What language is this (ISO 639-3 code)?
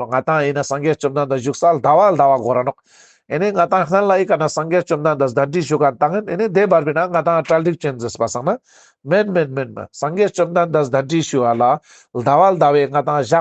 lbj